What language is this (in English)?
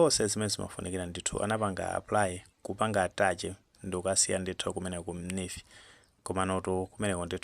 Nyanja